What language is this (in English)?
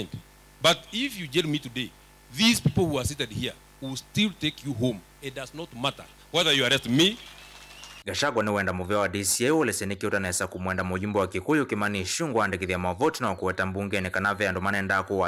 Kamba